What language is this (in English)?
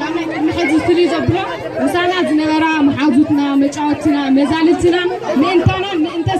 Tigrinya